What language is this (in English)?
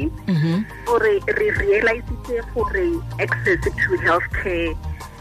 Tswana